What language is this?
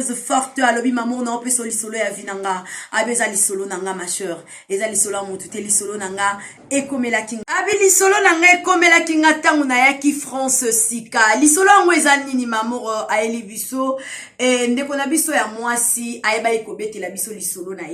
Lingala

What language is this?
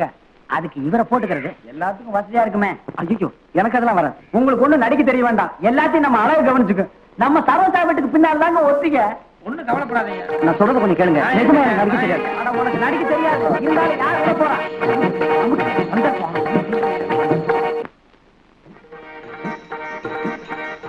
Tamil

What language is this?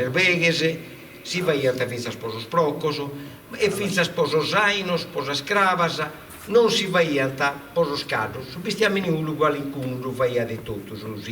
Sardinian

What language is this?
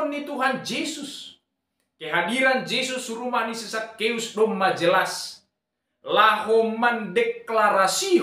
Batak Simalungun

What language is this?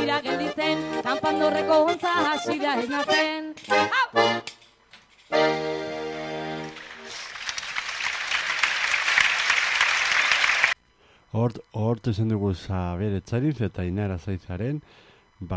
Basque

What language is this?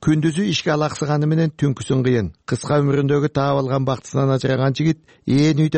Kyrgyz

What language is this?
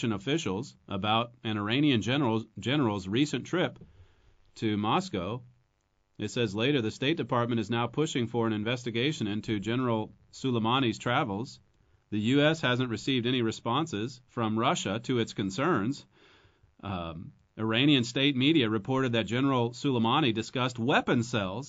English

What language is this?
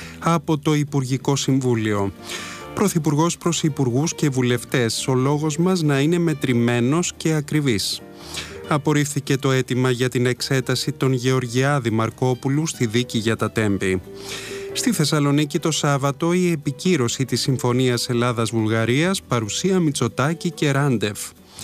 Greek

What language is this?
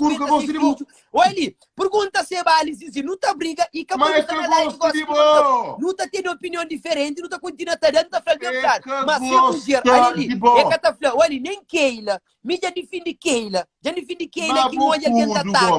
Kabuverdianu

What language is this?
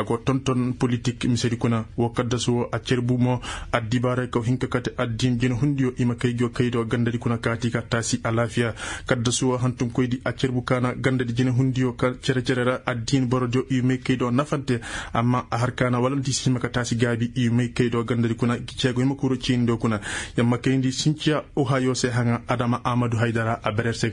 Koyraboro Senni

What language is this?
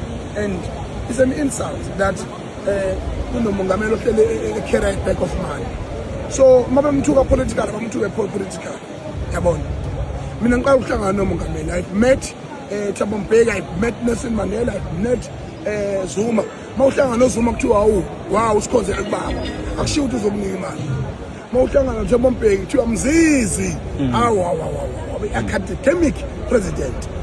Zulu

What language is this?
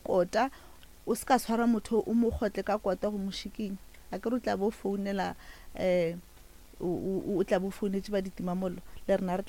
Northern Sotho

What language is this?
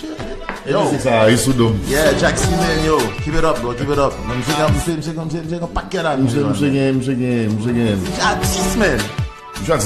Haitian Creole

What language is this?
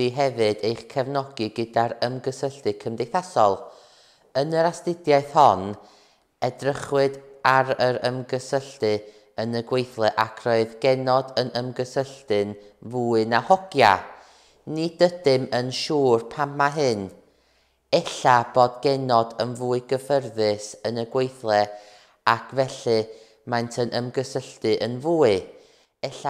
Welsh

